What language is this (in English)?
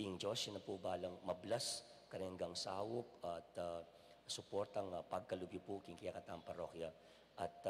Pampanga